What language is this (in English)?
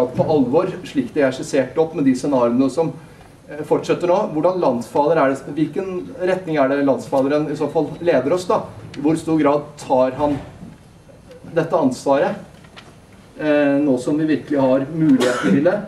Norwegian